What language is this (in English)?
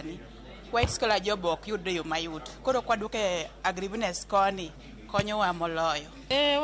Luo (Kenya and Tanzania)